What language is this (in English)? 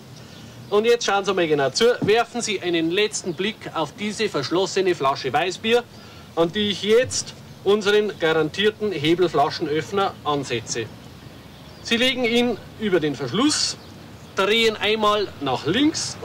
Bavarian